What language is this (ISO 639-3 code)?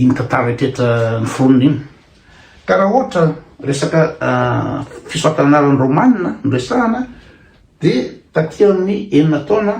mlg